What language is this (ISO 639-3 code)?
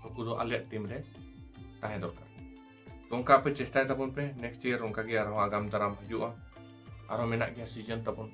sat